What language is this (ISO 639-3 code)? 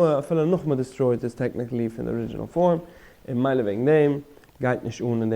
yid